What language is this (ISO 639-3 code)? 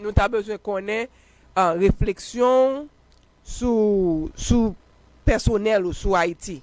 hat